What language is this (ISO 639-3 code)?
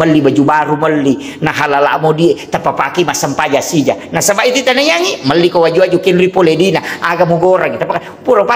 bug